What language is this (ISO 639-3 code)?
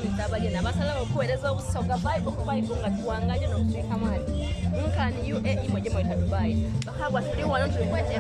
xog